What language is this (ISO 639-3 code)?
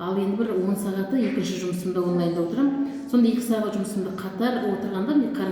kaz